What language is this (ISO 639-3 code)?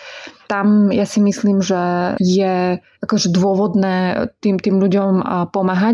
slk